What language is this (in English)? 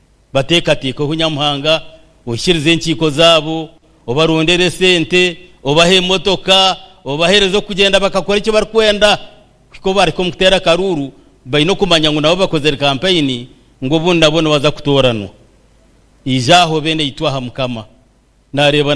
Nyankole